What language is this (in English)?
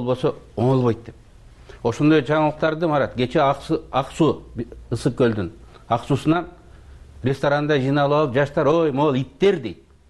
Kyrgyz